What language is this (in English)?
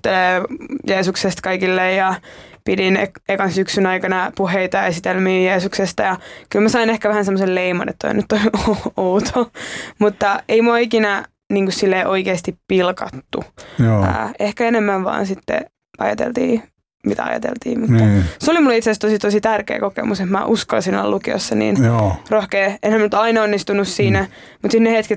Finnish